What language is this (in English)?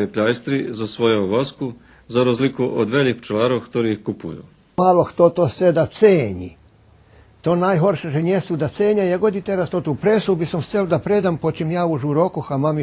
Rusyn